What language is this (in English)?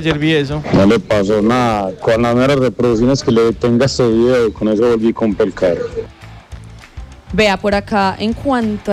Spanish